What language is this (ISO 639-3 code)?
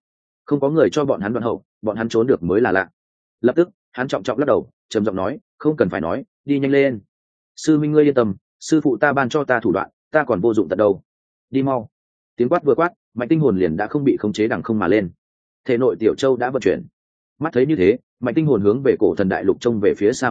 vie